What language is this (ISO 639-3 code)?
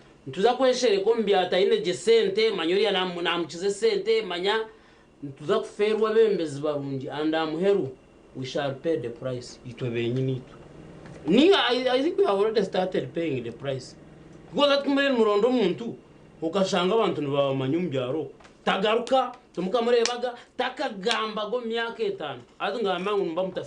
nyn